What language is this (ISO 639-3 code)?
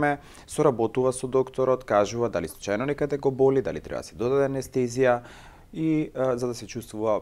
mkd